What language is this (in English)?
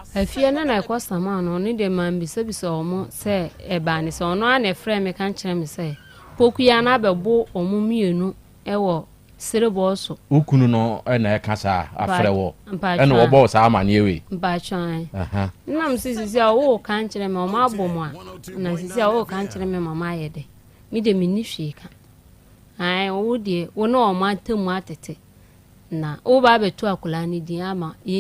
Akan